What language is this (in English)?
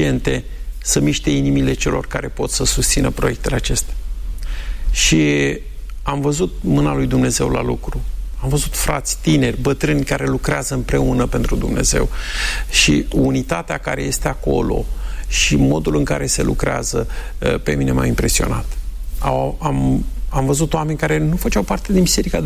Romanian